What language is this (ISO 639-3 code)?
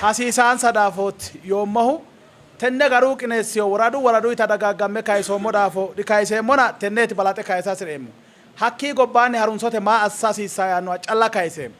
sid